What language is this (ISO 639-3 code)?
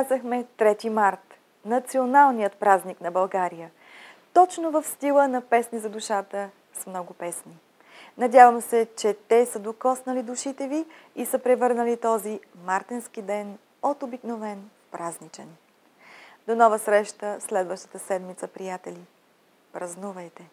bul